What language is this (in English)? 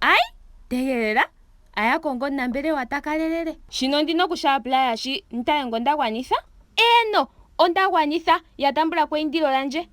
Ndonga